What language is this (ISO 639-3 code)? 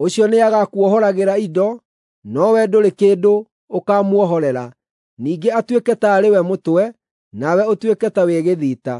kik